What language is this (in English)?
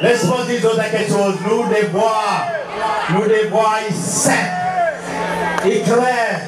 Seselwa Creole French